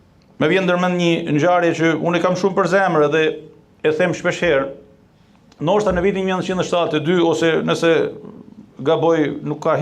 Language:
Albanian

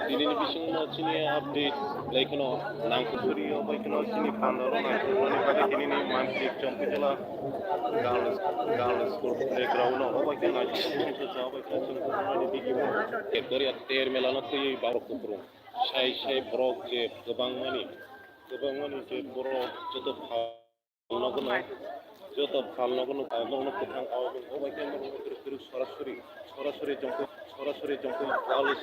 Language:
Kok Borok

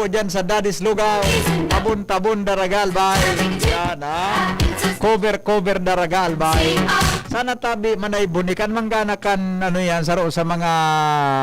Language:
Bikol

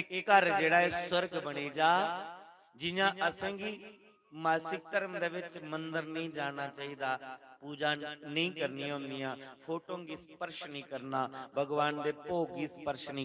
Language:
Dogri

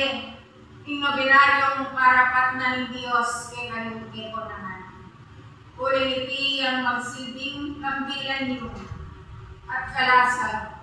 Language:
Pampanga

